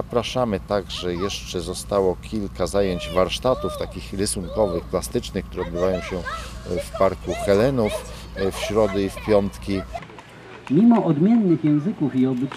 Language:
Polish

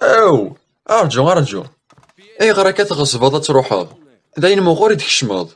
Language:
Kabyle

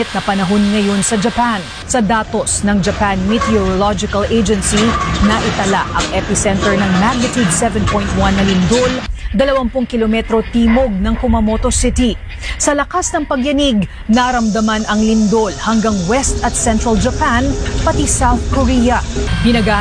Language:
Filipino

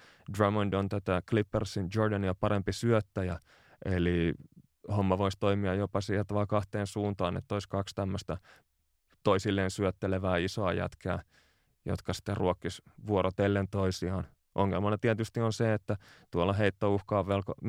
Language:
Finnish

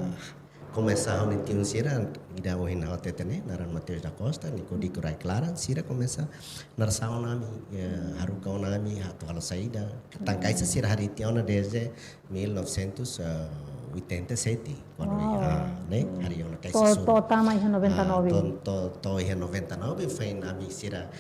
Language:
Tetum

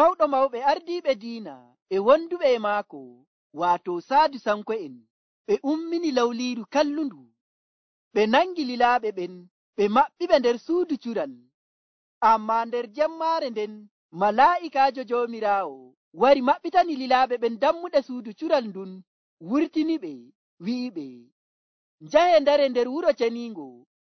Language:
Nigerian Fulfulde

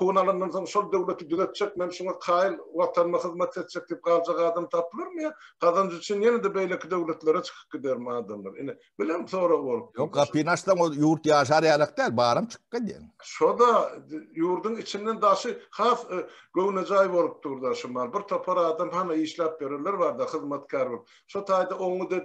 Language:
Turkmen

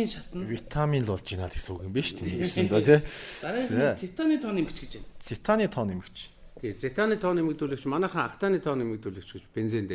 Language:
Mongolian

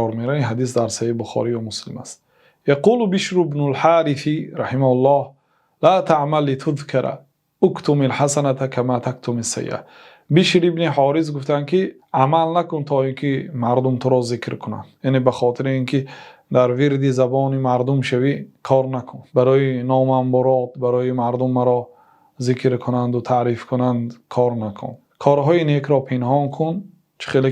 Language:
Tajik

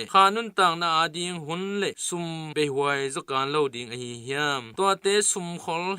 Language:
Tedim Chin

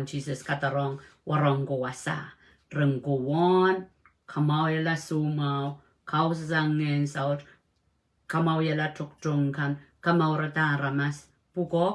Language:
Pohnpeian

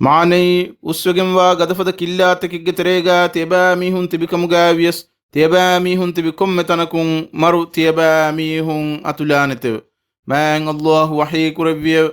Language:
Divehi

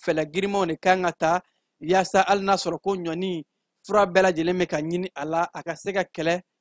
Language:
Bambara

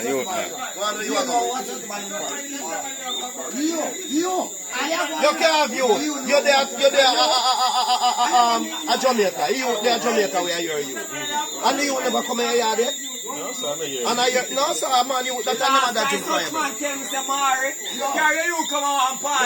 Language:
Jamaican Creole English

